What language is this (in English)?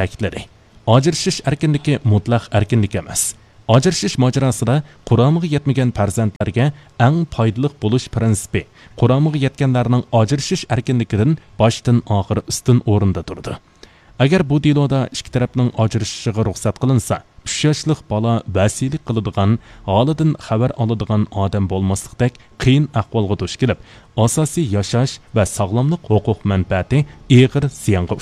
Uyghur